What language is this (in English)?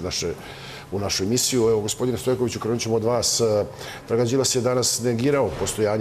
Serbian